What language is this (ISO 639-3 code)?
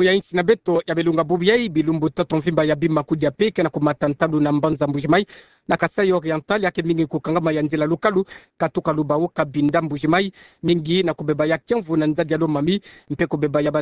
ktu